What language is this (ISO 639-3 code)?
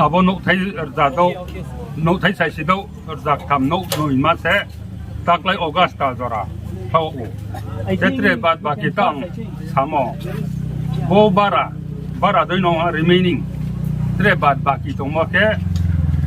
ria